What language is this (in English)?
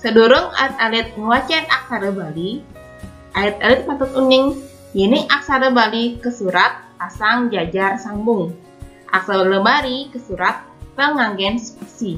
Balinese